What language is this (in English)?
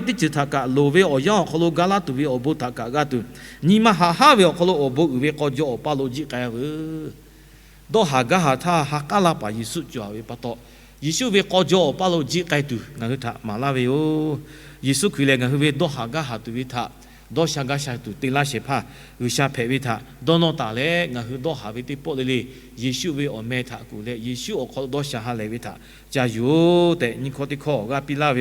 Lahu